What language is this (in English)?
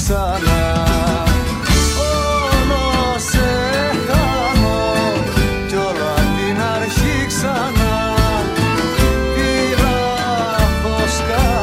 Greek